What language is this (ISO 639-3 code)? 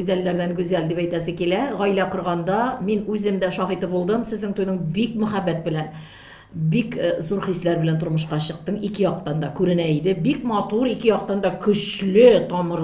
tat